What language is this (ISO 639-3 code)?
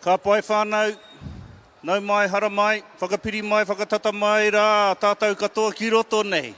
mri